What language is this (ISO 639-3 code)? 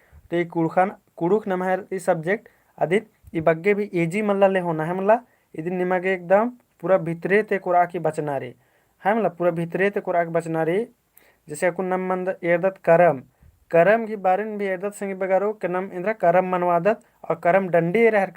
kru